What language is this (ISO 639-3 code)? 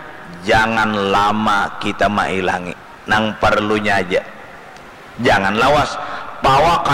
bjn